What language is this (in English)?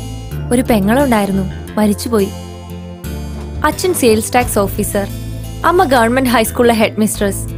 Malayalam